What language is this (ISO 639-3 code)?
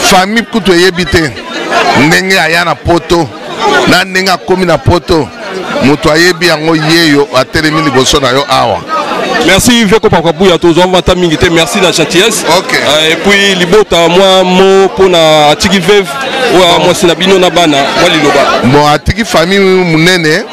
lin